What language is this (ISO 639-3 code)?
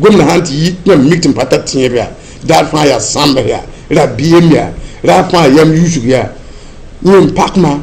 mos